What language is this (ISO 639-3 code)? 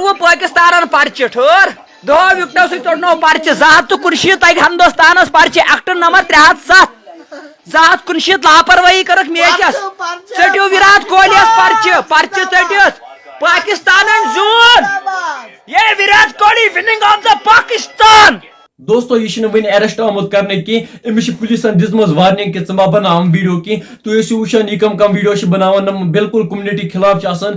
kas